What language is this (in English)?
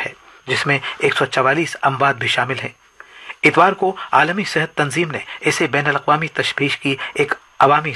Urdu